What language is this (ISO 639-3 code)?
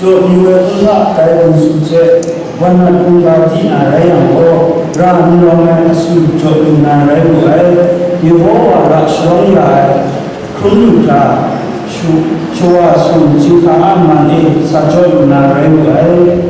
kac